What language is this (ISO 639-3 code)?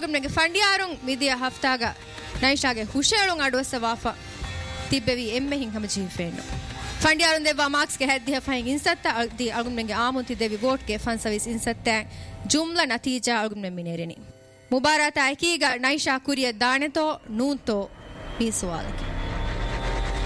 div